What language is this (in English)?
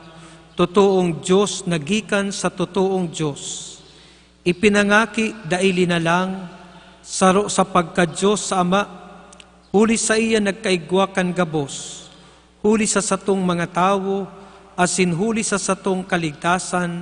Bikol